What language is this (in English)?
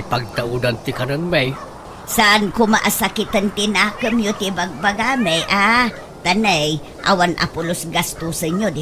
Iloko